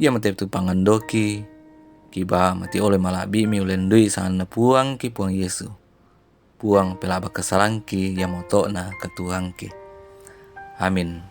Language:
Toraja-Sa'dan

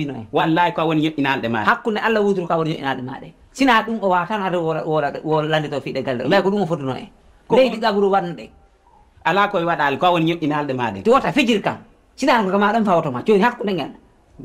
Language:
Fula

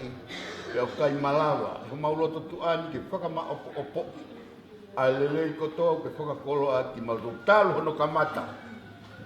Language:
Tongan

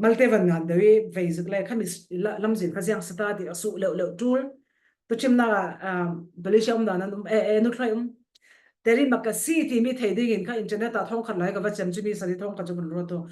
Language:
Falam Chin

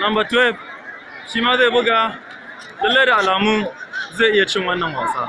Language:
Hausa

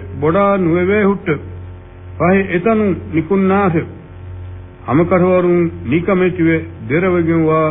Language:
Divehi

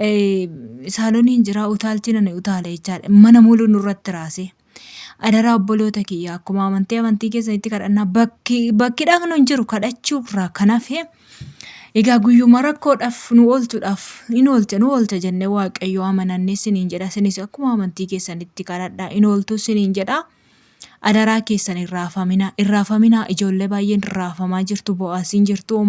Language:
Oromo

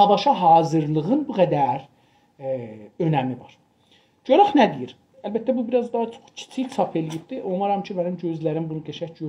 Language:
South Azerbaijani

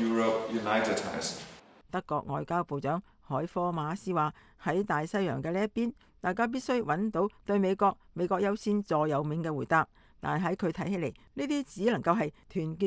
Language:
Cantonese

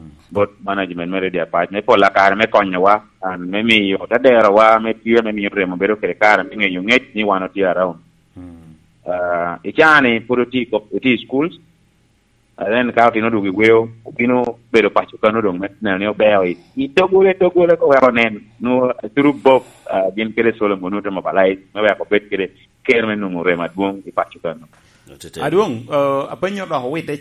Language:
Lango (Uganda)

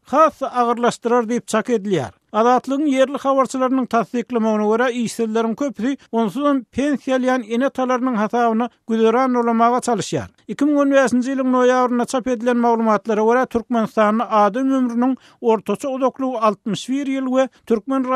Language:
Turkmen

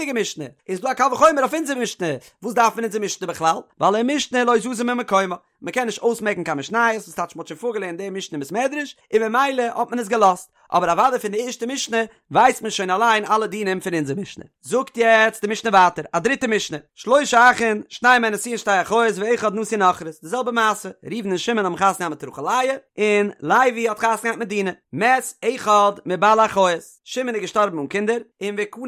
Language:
Yiddish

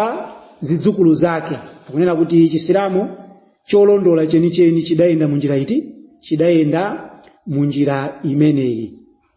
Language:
Nyanja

